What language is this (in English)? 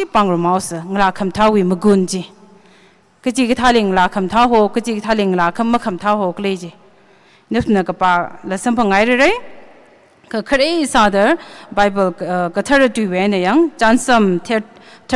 Tangkhul Naga (India)